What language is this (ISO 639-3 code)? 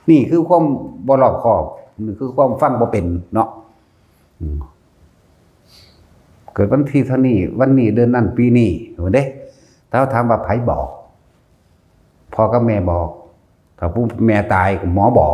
lao